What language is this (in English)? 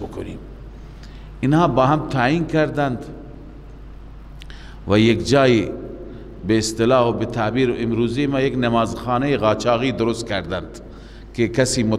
Persian